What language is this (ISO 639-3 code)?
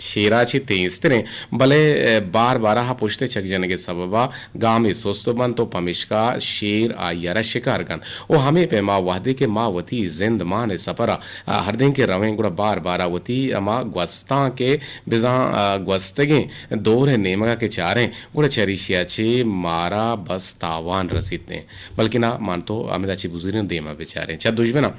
bgp